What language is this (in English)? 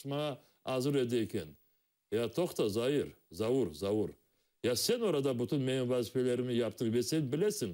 Crimean Tatar